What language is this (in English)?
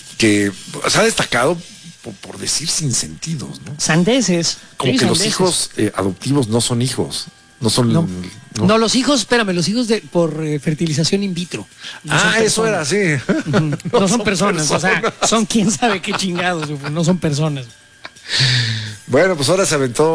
Spanish